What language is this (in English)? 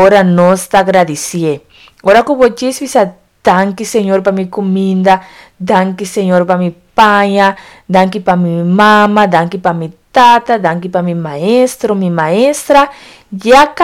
Papiamento